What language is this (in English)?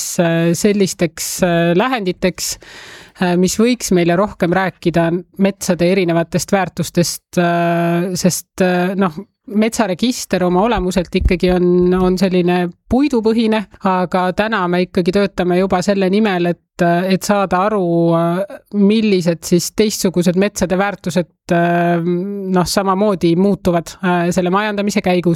Estonian